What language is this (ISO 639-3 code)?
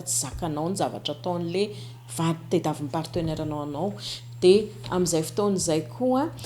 mlg